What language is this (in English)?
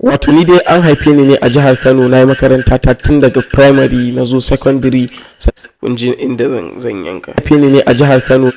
Hausa